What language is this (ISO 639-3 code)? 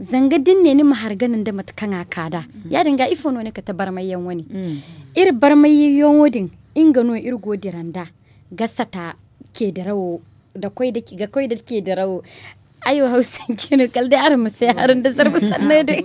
dje